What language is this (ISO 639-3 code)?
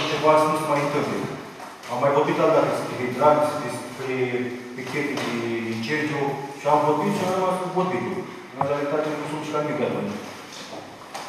ron